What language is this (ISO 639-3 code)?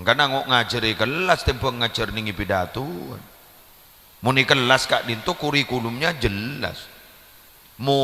mad